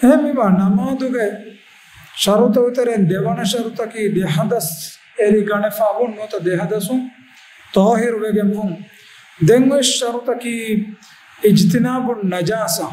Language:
Divehi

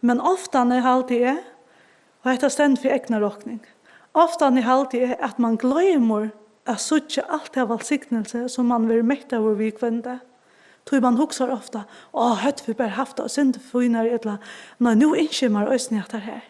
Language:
Faroese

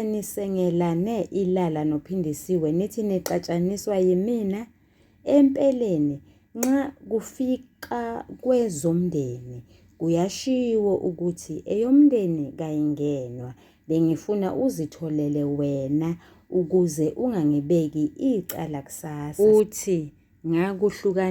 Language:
Zulu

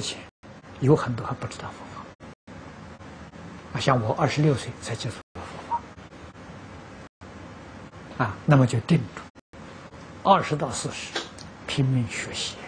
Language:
Chinese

